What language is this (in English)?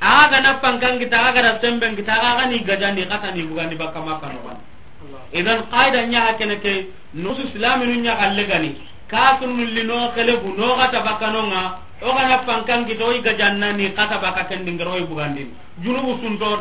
Soninke